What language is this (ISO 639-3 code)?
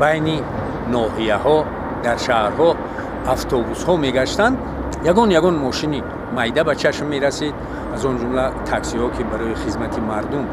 tgk